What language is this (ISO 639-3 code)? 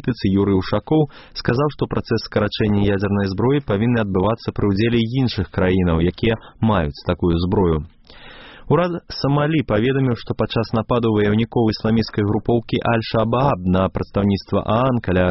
bel